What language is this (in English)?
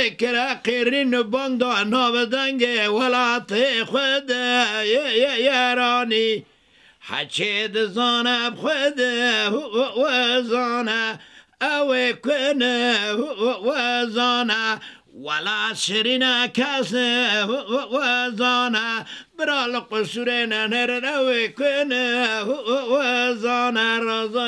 Kurdish